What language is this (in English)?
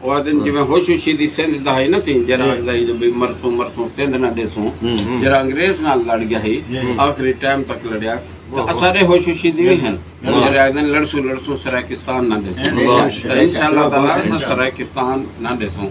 Saraiki